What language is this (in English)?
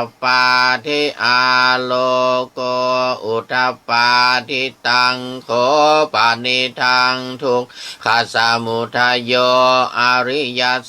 Pali